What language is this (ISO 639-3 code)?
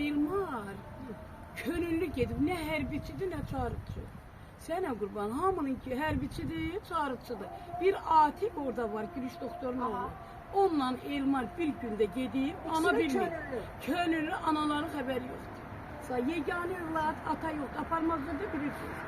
aze